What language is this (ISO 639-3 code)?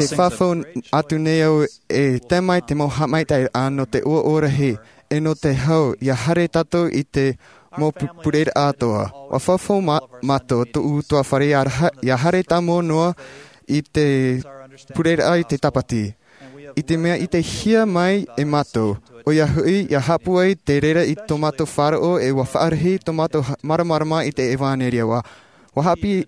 tah